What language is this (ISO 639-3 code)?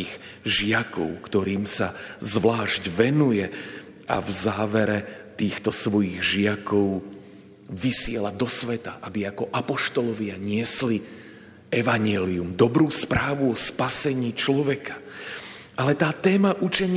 slk